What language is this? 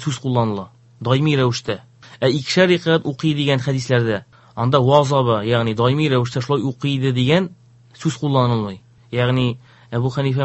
Tatar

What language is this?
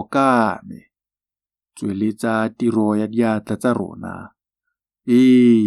Tswana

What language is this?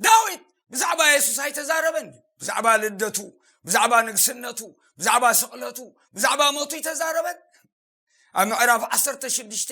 Tigrinya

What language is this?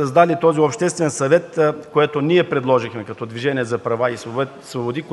Bulgarian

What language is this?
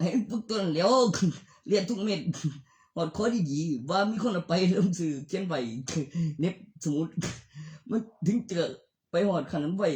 Northeastern Thai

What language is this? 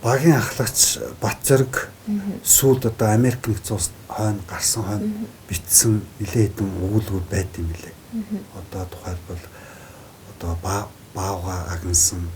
Mongolian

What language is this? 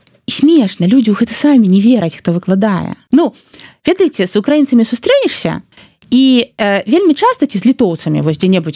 Belarusian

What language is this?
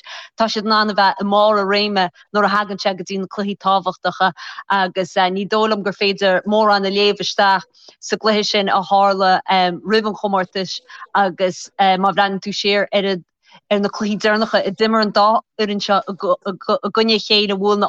Irish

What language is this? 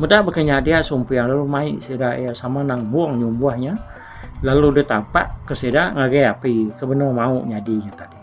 Iban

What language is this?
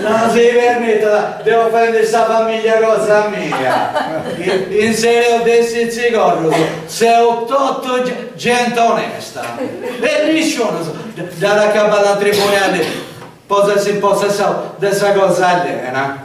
Sardinian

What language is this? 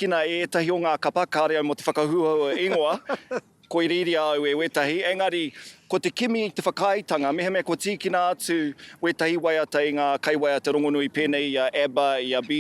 Māori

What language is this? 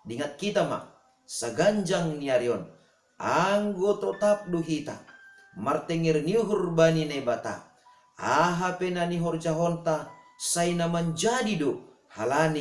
Batak Simalungun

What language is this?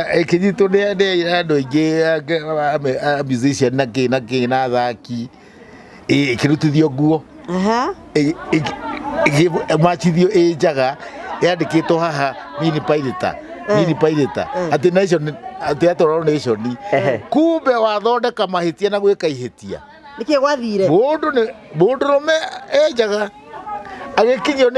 Kikuyu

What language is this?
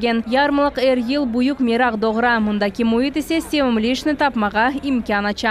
Crimean Tatar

